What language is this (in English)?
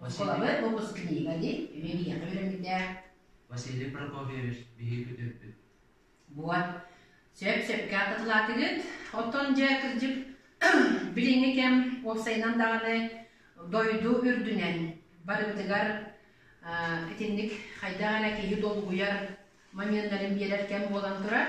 Yakut